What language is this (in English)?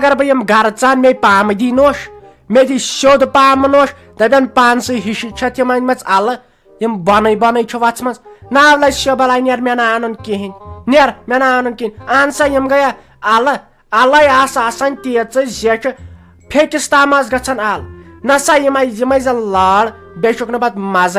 Kashmiri